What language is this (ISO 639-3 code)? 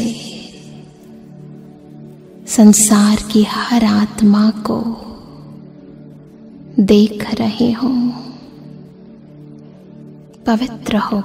hin